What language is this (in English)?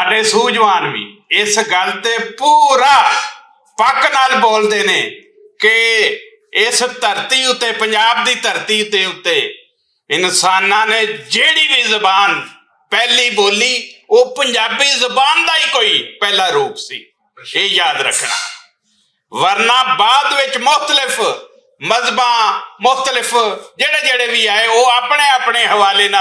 Western Panjabi